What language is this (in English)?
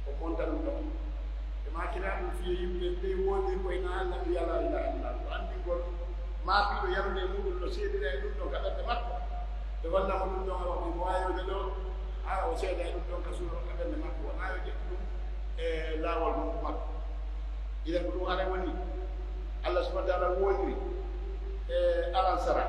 Pular